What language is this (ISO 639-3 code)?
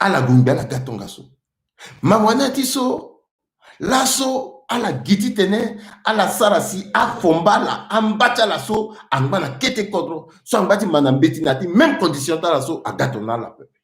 sag